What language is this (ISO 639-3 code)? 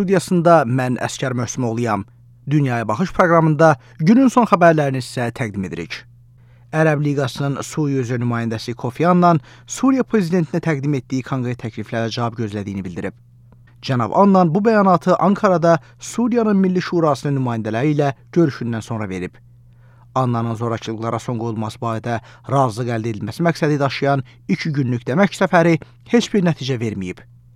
aze